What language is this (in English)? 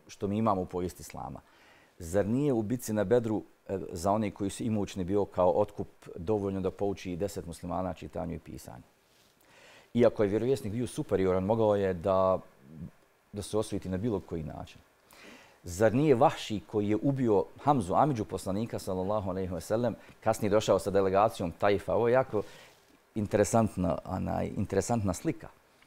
Bosnian